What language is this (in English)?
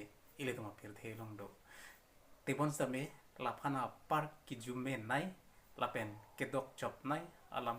Karbi